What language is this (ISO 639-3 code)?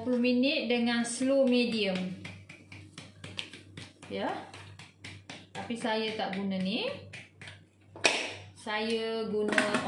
msa